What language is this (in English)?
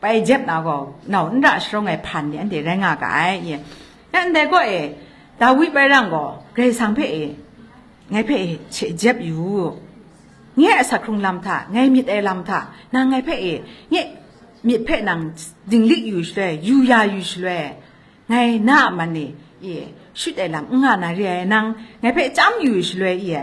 Kachin